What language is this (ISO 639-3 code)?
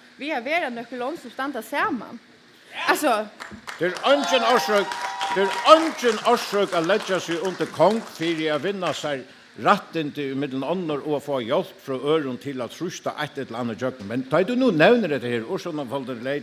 fao